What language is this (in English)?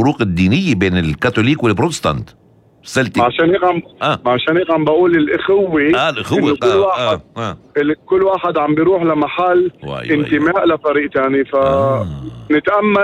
North Levantine Arabic